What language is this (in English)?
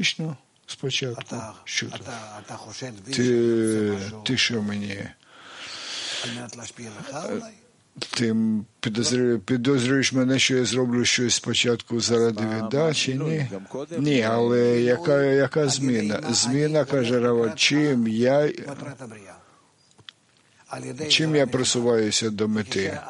Ukrainian